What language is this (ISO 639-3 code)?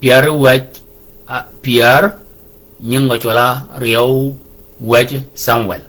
shk